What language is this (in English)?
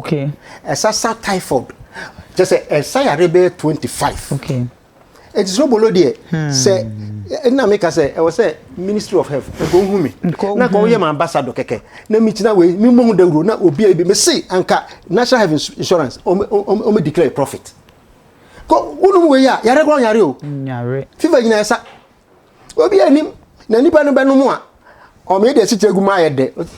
Akan